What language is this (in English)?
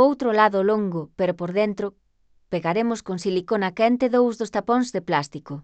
Galician